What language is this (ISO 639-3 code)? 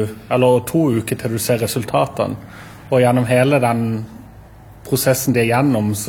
nor